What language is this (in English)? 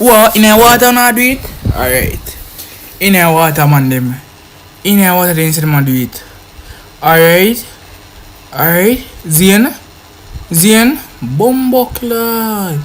Jamaican Creole English